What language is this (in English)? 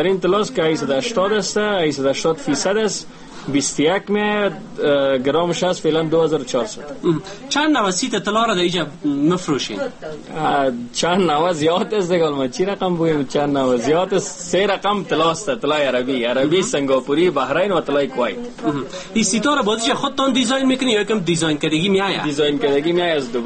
Persian